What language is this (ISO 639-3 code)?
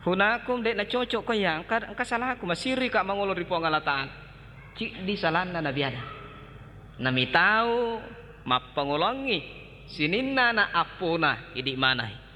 bug